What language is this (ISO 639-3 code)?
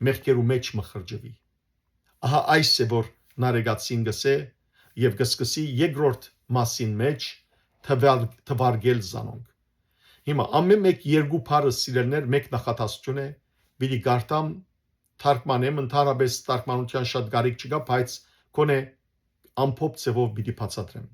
hyw